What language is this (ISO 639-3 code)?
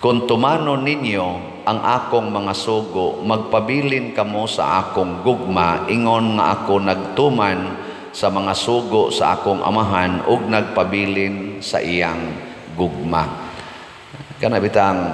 ceb